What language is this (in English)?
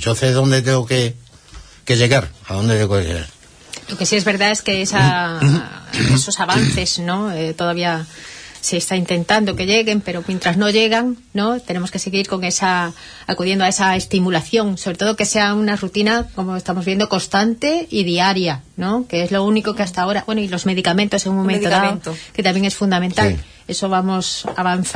Spanish